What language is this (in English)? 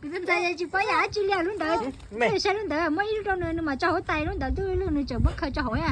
Hmong